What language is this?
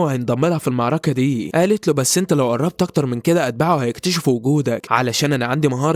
Egyptian Arabic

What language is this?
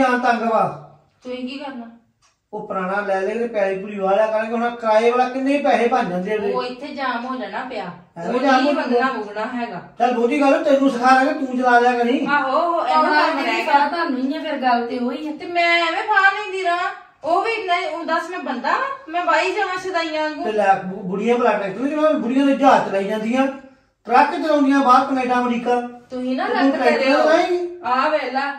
Punjabi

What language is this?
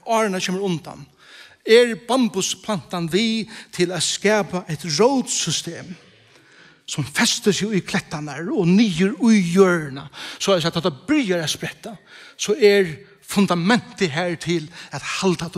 Faroese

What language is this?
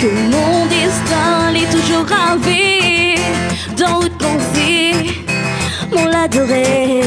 Réunion Creole French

